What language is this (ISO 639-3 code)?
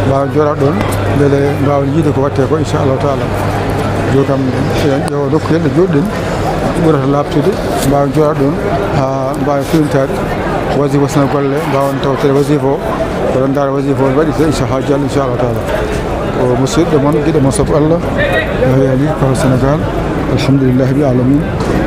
ful